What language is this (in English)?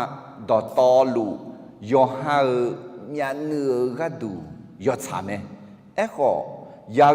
Akha